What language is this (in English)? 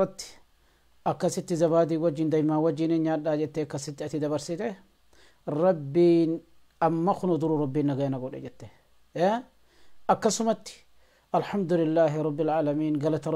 Oromo